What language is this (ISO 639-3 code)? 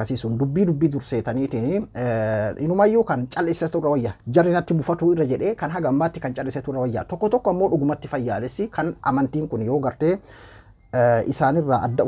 orm